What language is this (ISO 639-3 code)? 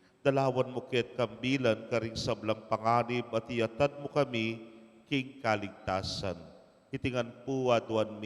pam